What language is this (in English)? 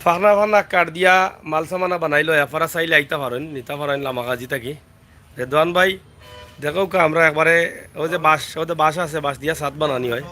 Sylheti